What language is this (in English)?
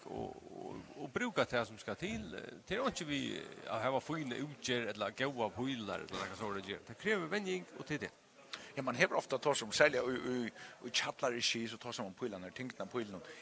Faroese